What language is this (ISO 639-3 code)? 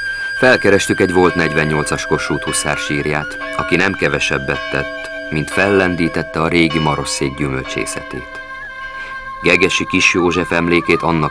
hun